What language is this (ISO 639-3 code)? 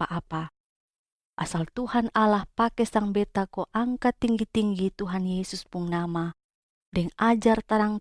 mkn